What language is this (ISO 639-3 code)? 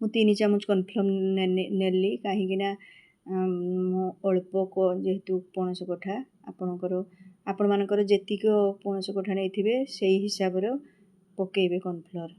ori